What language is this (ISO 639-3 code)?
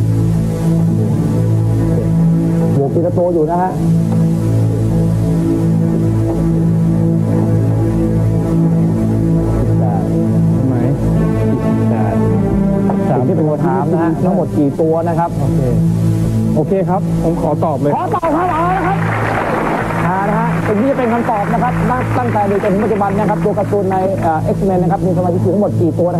tha